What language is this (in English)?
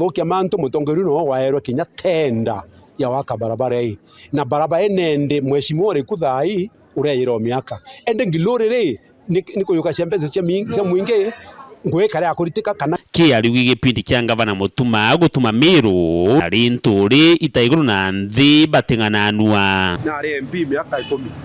Meru